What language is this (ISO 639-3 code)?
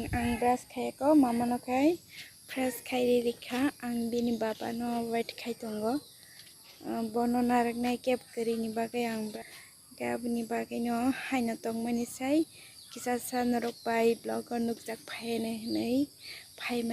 trp